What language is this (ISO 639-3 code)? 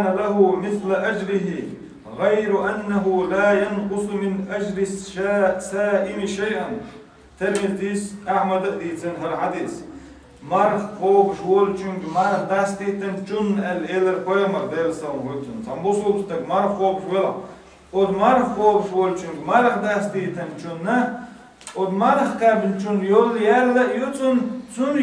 che